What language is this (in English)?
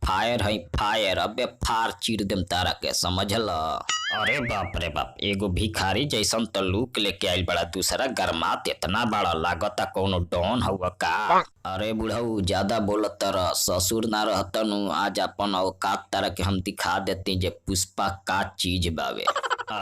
Bhojpuri